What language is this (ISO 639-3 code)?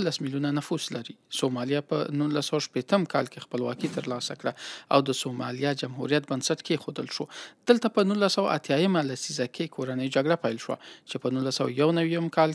pus